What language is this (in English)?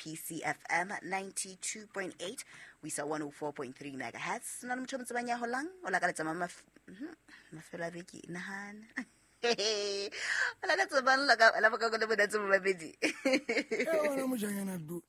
Southern Sotho